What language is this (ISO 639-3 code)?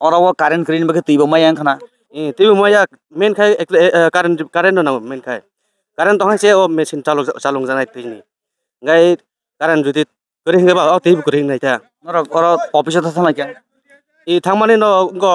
trp